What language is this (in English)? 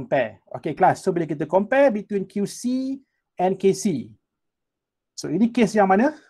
Malay